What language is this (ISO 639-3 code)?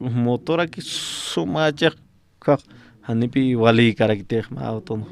aym